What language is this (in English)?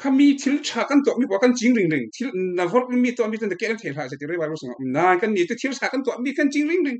Falam Chin